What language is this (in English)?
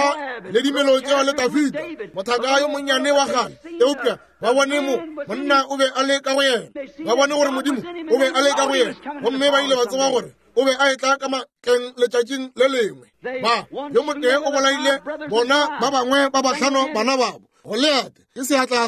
Northern Sotho